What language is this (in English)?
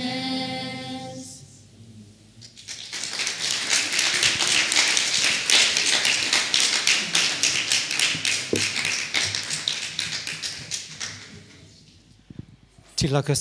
Hungarian